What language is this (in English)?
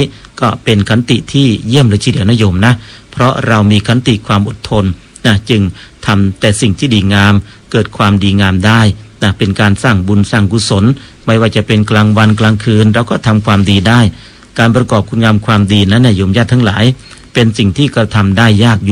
Thai